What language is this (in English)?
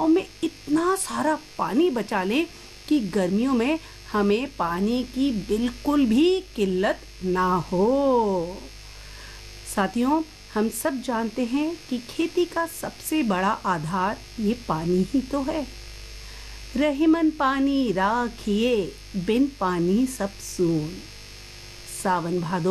Hindi